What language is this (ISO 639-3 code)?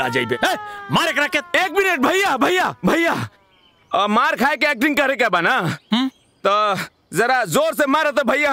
bho